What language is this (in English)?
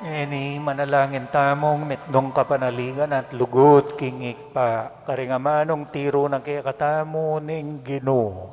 Pampanga